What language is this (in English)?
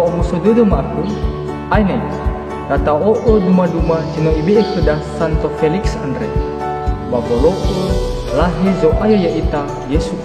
Nias